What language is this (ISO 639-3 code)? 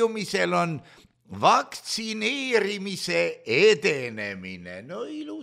est